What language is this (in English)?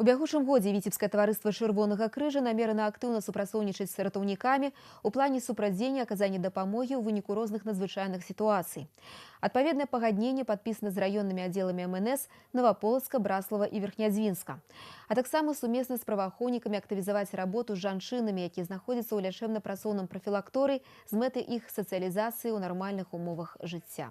Belarusian